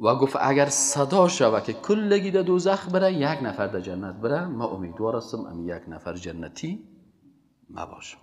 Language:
Persian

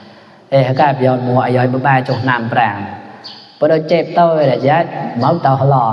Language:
Mon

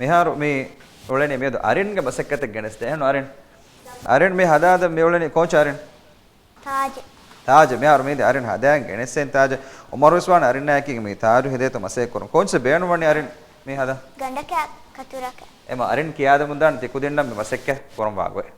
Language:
Divehi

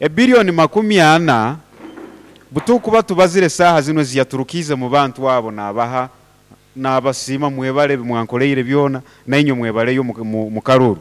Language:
Nyoro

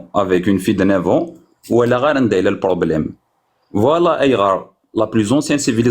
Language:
Kabyle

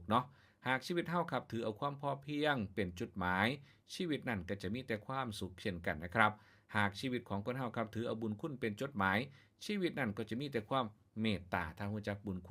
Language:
Northeastern Thai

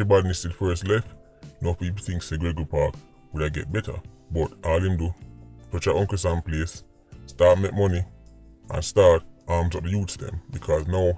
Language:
Jamaican Creole English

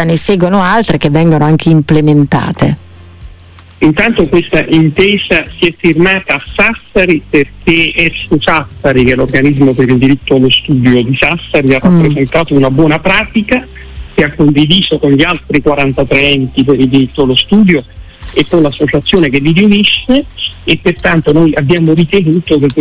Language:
Italian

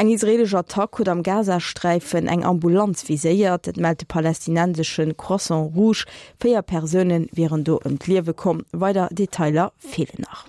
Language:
Luxembourgish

